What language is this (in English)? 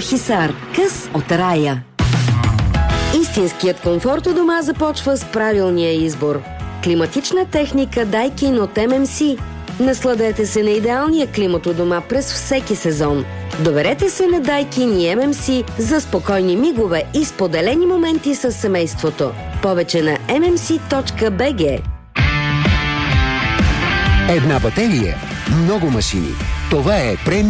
Bulgarian